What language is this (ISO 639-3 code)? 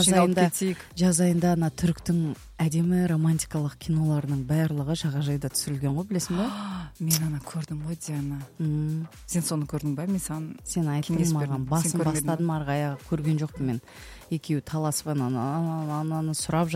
kaz